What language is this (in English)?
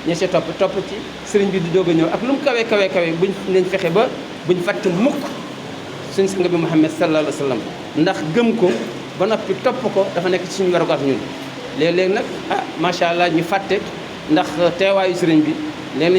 Wolof